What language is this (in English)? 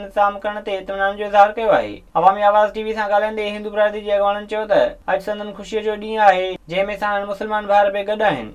Sindhi